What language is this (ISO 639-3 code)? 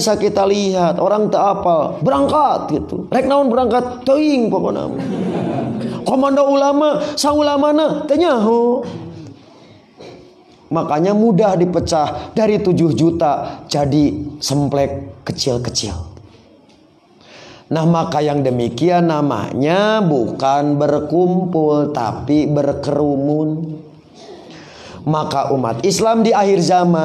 sun